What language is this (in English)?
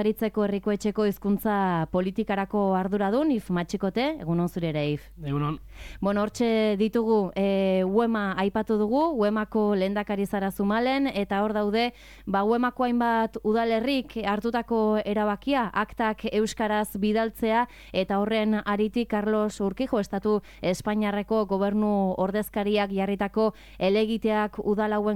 Basque